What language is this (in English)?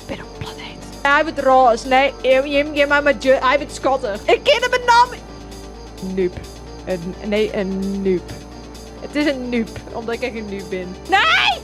Western Frisian